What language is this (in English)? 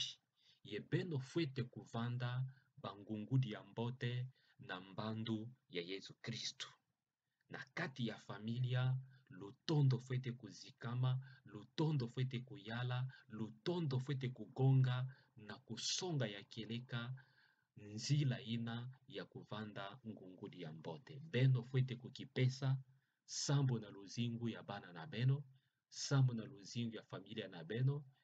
Kituba (Democratic Republic of Congo)